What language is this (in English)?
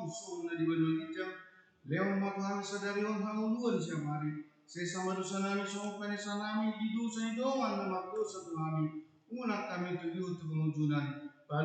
Batak Toba